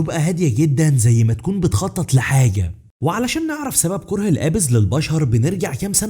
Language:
Egyptian Arabic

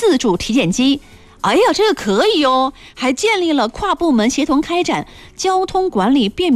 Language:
Chinese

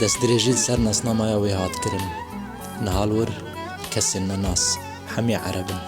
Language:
Kurdish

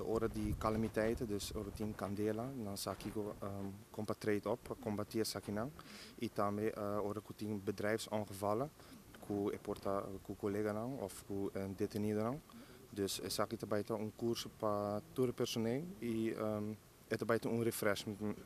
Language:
Papiamento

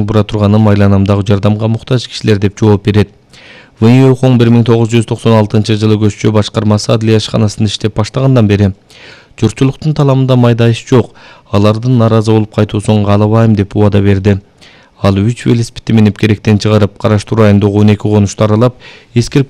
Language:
Kyrgyz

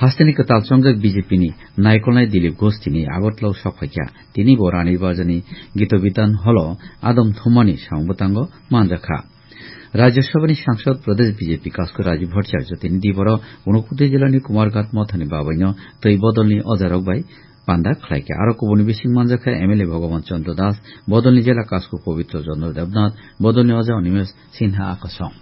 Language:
Kok Borok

